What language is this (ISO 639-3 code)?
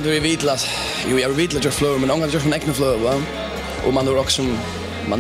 fao